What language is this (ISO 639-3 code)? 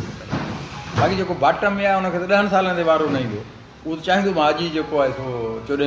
snd